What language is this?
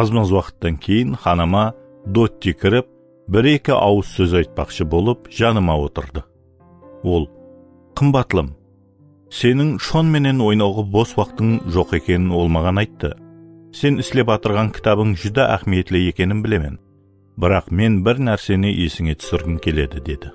Kara-Kalpak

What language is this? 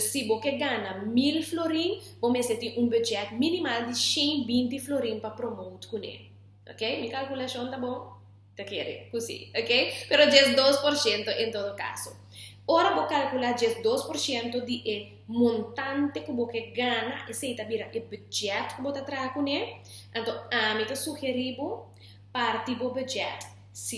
Papiamento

